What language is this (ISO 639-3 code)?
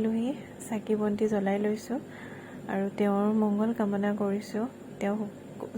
asm